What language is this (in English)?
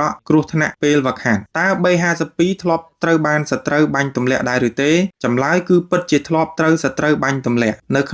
Khmer